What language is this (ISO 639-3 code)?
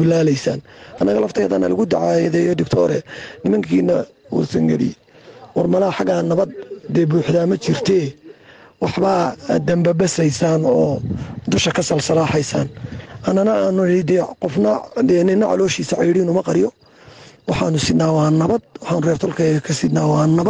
som